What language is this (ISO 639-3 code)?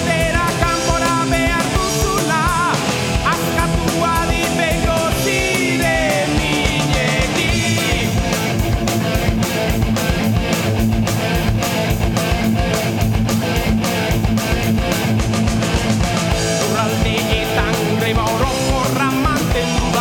eus